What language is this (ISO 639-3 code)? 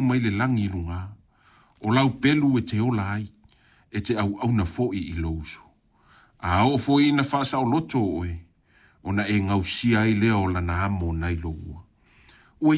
smo